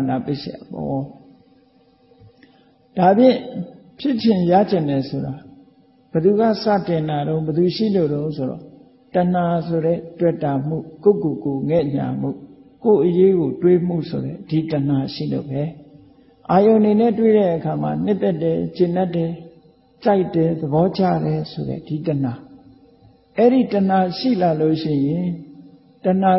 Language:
Burmese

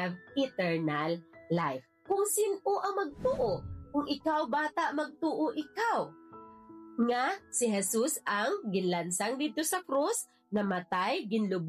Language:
Hiligaynon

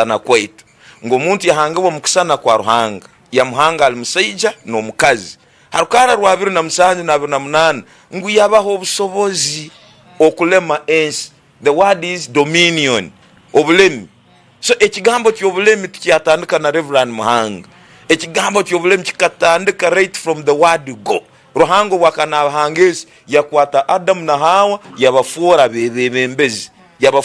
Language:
Tooro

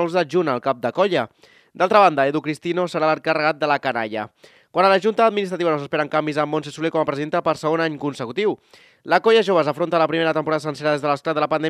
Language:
Catalan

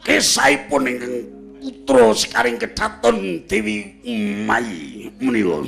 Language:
Javanese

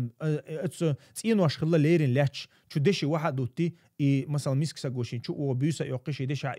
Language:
Chechen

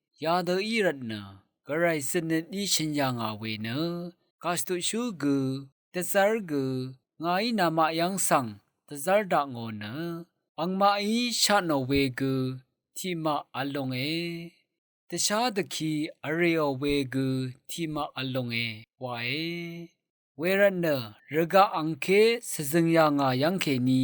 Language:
Rawang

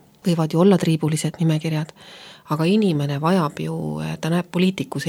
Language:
Estonian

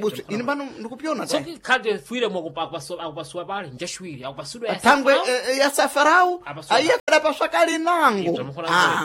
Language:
Sena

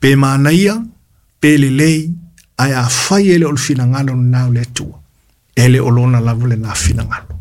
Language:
Samoan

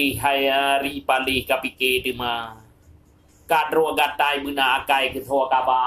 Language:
Achinese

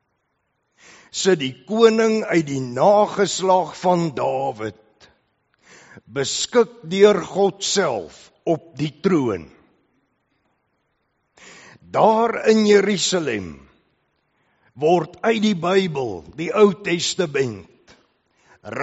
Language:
Afrikaans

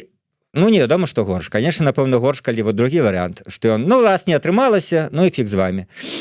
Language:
Belarusian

